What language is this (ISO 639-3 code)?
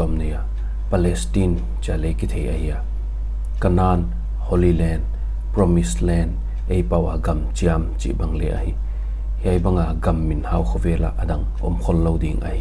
pck